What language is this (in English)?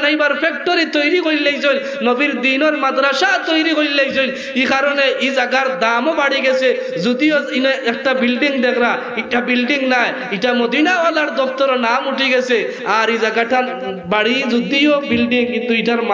Sylheti